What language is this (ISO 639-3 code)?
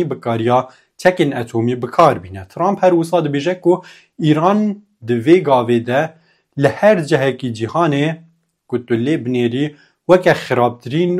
kur